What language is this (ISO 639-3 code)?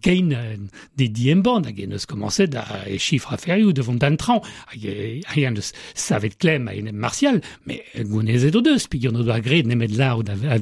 bre